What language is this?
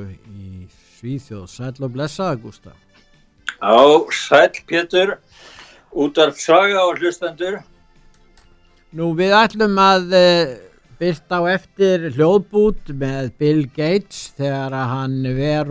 Icelandic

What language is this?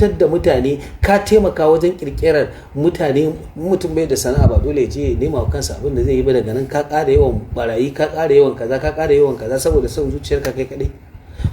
Hausa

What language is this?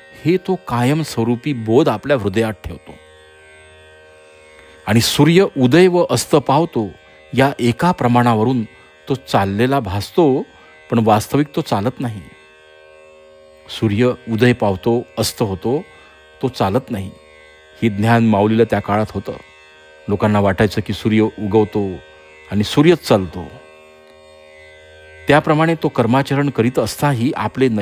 Marathi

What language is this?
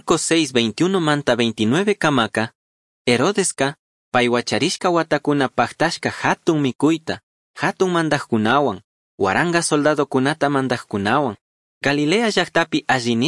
Chimborazo Highland Quichua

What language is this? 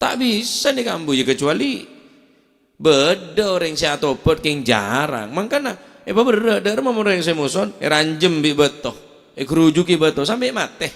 Madurese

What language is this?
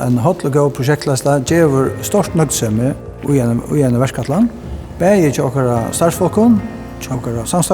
Faroese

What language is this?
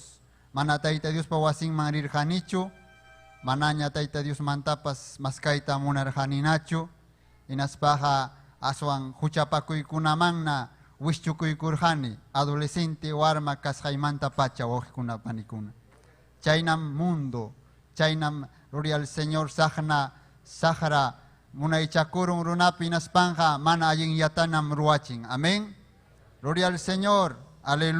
Ayacucho Quechua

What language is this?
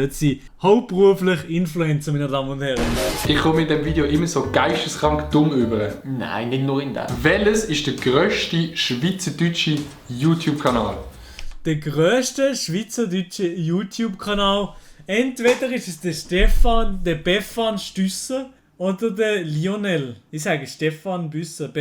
Swiss German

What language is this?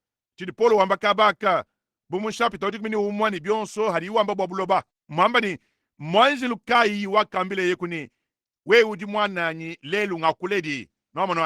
Luba-Lulua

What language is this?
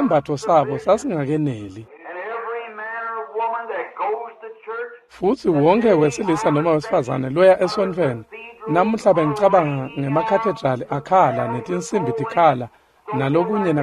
Swati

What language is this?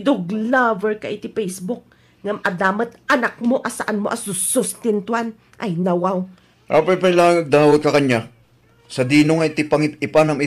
Iloko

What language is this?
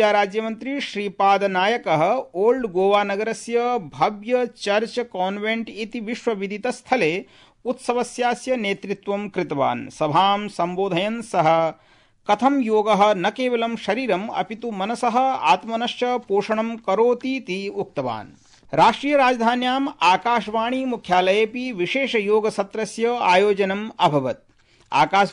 Sanskrit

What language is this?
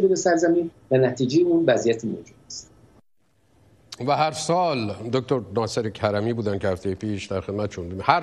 Persian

